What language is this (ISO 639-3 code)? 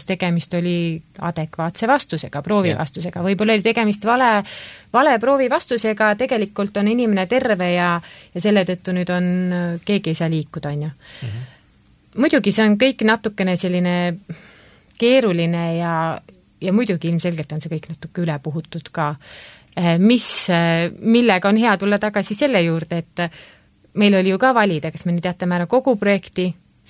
est